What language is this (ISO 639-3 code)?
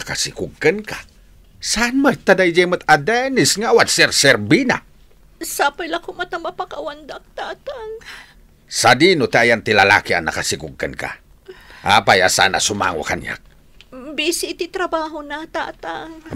ilo